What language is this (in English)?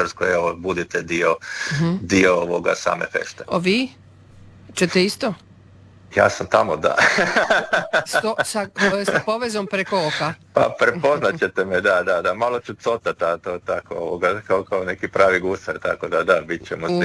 Croatian